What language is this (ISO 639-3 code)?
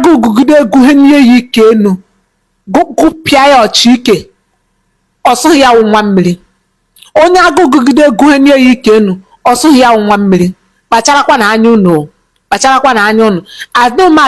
ibo